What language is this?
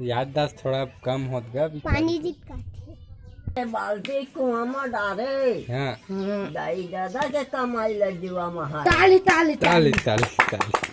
Chhattisgarhi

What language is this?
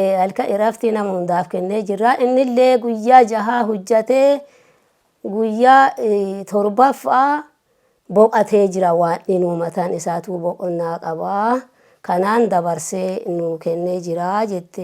Oromo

